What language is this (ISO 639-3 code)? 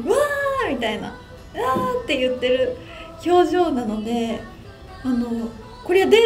jpn